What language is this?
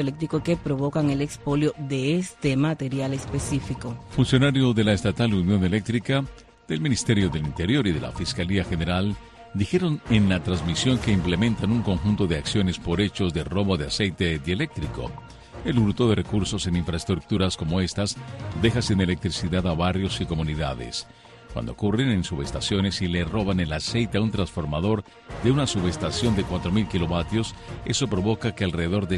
Spanish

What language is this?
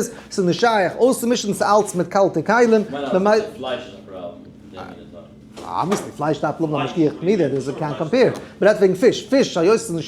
Yiddish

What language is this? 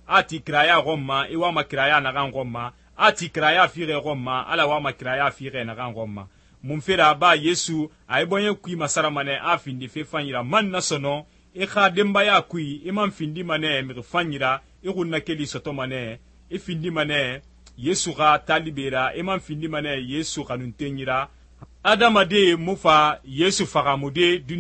Susu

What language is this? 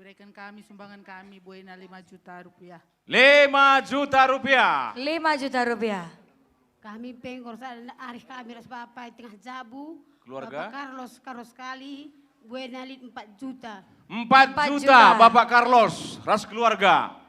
Batak Karo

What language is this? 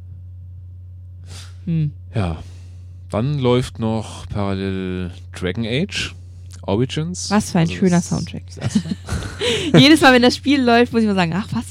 German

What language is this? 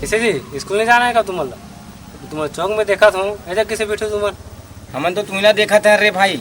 Chhattisgarhi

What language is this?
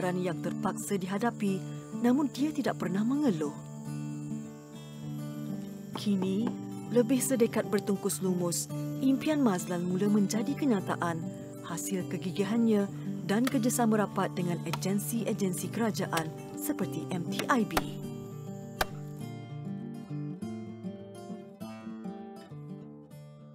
Malay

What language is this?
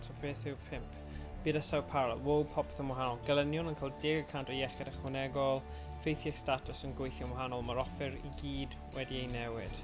Welsh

